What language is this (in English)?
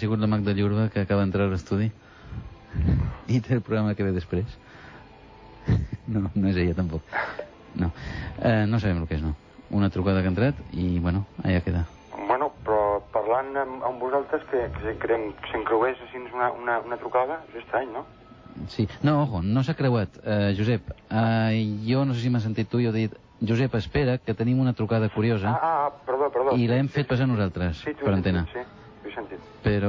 Catalan